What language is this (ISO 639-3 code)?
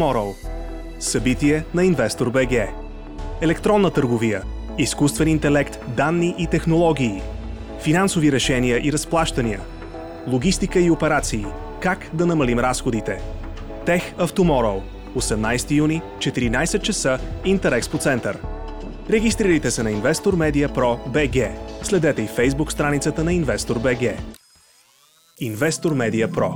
bul